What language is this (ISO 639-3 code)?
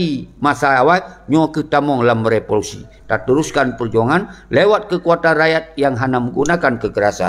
ace